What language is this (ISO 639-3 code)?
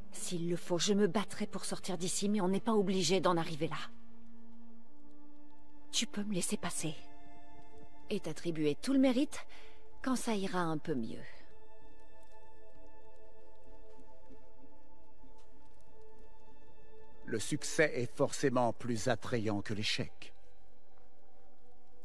fra